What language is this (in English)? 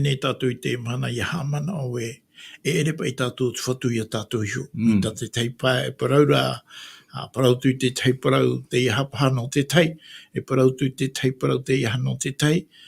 Tahitian